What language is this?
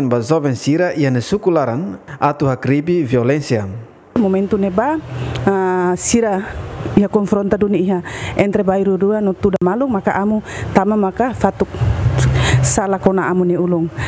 Tetum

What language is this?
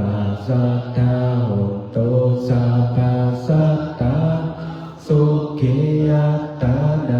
Pali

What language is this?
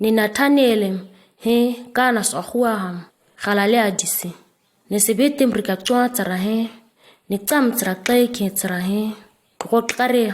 ǁGana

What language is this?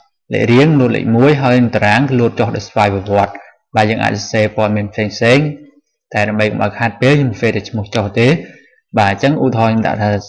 Khmer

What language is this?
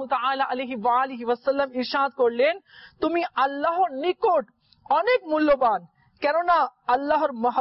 Bangla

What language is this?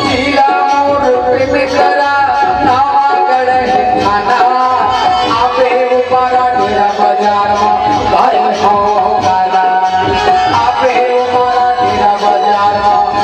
Chhattisgarhi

